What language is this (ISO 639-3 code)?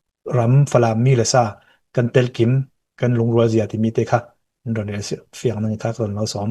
cnh